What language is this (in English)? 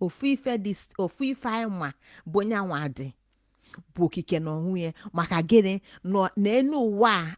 Igbo